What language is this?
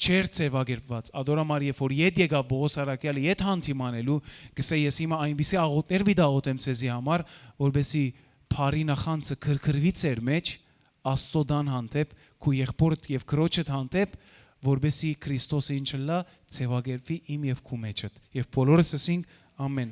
Western Armenian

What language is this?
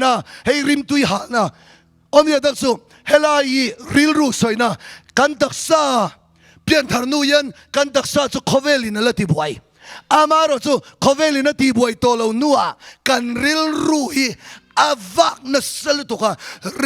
Mizo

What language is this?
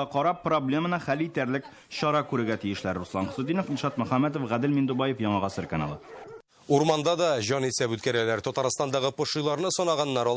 Tatar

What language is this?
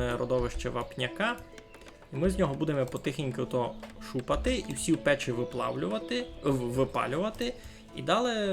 Rusyn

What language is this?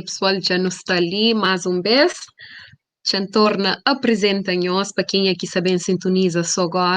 Kabuverdianu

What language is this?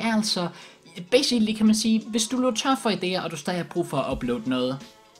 Danish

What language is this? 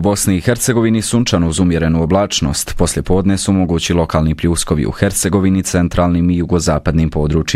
Bosnian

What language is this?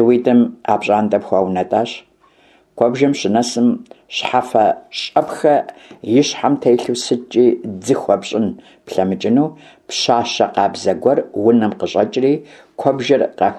Kabardian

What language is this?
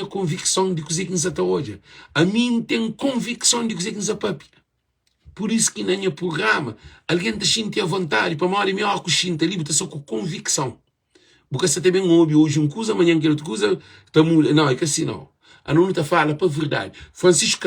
Kabuverdianu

